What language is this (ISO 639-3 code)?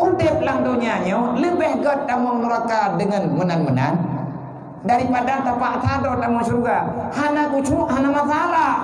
ace